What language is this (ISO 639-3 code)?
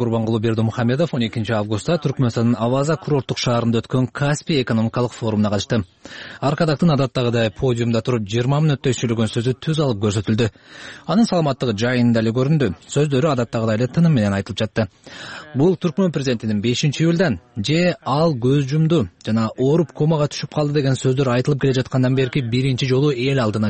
kir